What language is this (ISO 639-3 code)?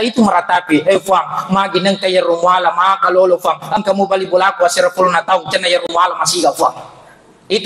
bug